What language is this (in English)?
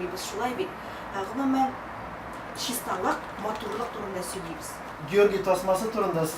Tatar